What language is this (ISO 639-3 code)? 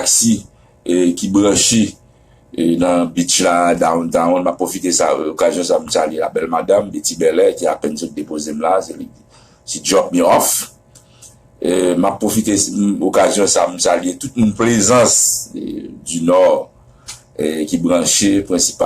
hat